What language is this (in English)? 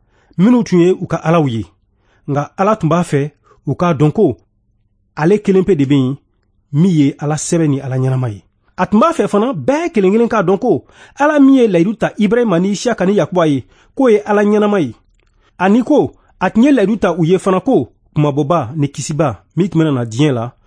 Bambara